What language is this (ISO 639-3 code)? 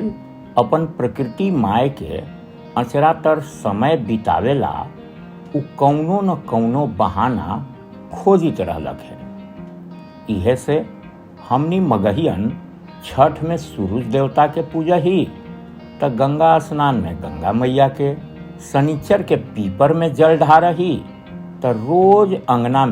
mag